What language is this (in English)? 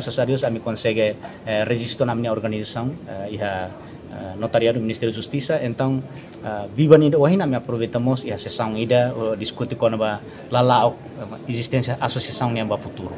Tetum